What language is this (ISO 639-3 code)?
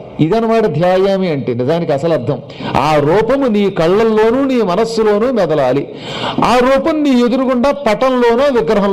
tel